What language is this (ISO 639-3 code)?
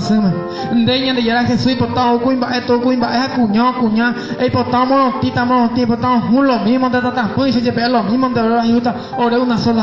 grn